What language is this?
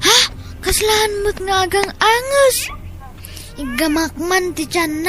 Iloko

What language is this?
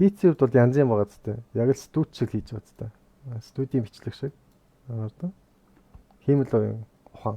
Mongolian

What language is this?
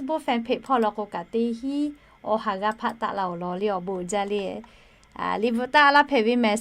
Lahu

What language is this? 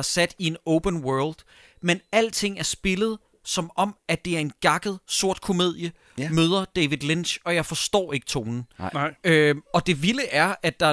Danish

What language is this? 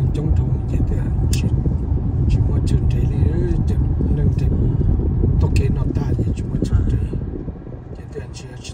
Hmong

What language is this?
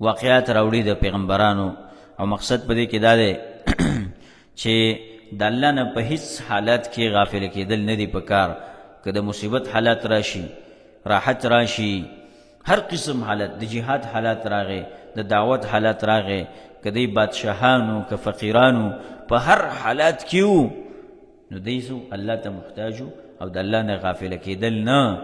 Pashto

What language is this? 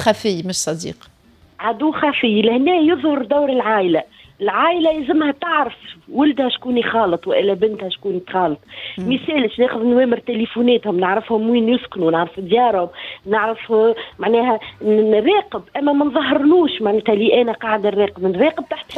Tunisian Arabic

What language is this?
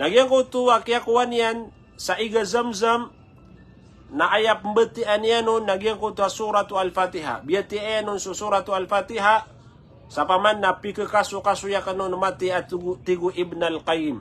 Maranao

